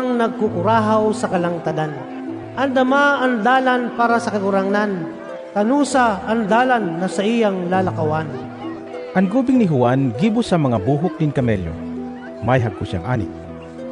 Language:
Bikol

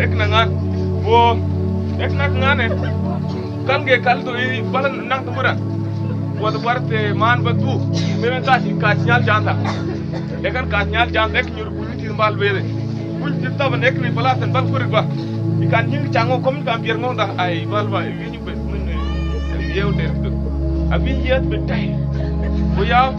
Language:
Mabaan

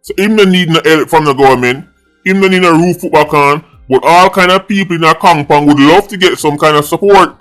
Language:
Jamaican Creole English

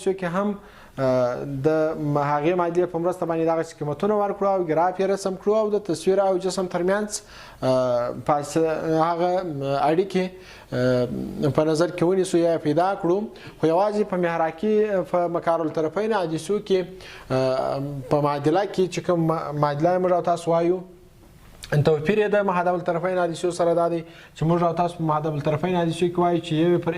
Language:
Pashto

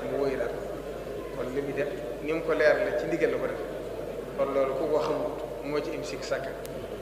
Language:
Wolof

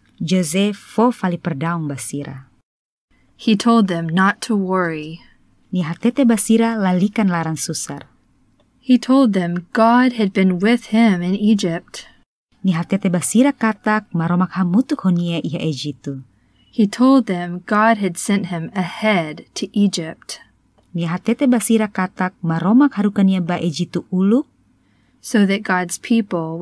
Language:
Tetum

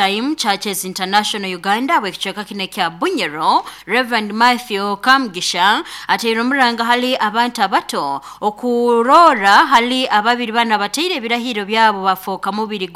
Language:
Nyoro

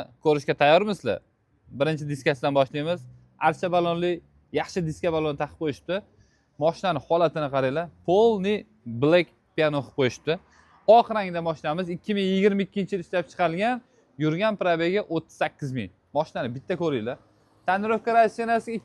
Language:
Uzbek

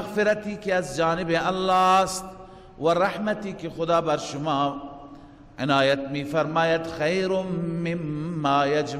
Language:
Persian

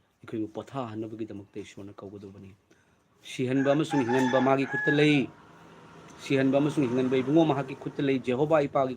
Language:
Manipuri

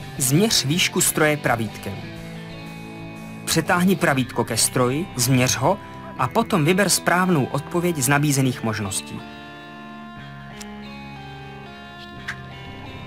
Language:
Czech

